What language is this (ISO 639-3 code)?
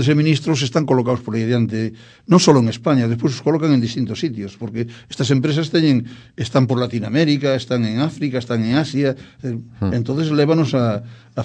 glg